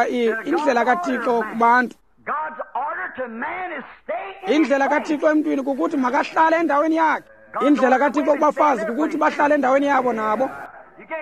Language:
Xhosa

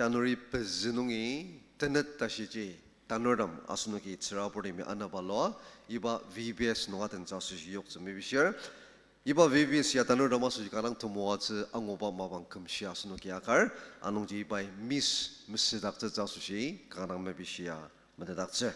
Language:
Ao Naga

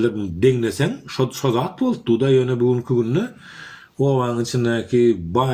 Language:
Turkmen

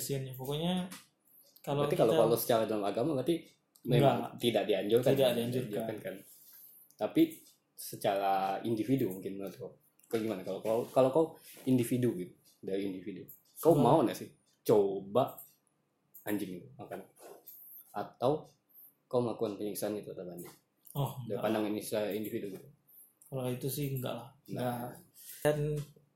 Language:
Indonesian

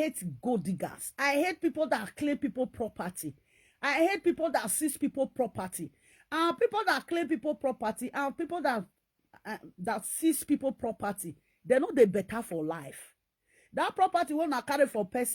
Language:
Nigerian Pidgin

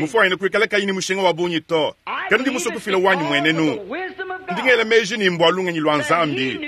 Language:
Luba-Lulua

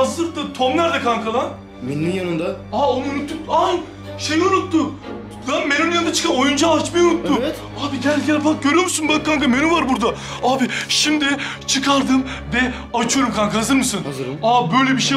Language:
Turkish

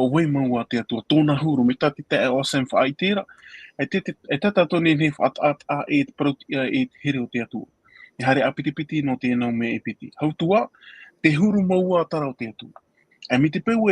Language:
Tahitian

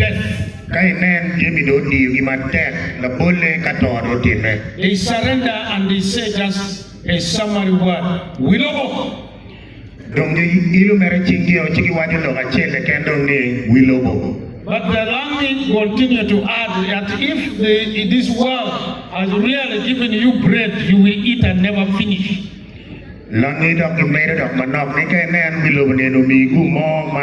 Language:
Acoli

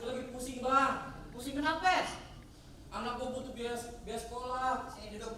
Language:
Betawi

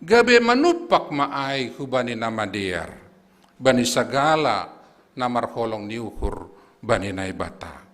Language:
Batak Simalungun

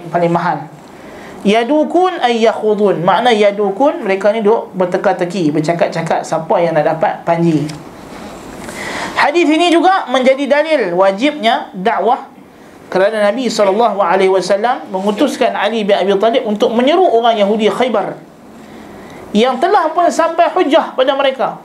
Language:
Malay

